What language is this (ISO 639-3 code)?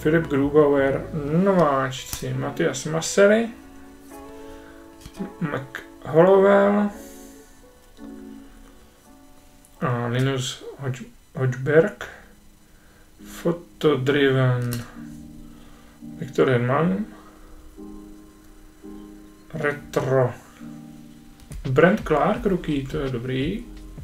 ces